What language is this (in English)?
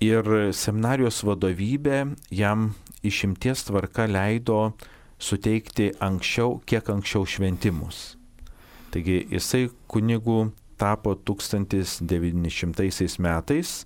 Lithuanian